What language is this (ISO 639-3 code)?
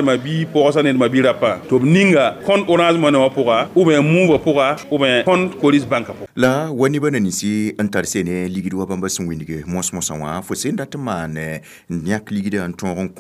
mos